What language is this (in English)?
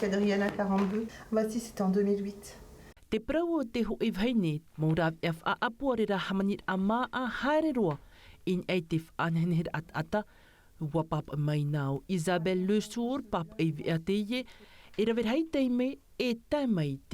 Tahitian